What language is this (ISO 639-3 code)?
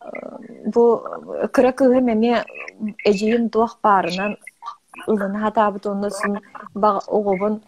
sah